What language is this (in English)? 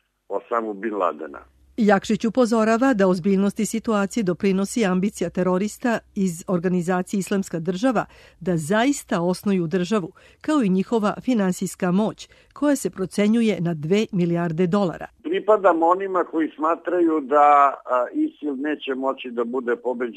Serbian